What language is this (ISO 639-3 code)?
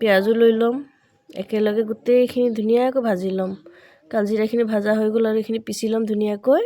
asm